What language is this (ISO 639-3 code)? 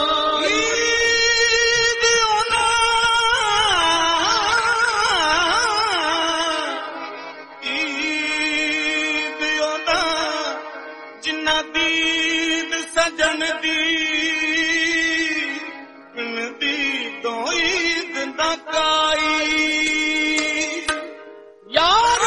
pan